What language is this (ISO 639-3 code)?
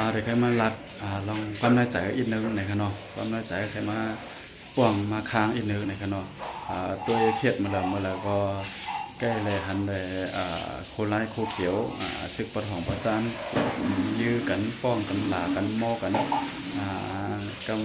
shn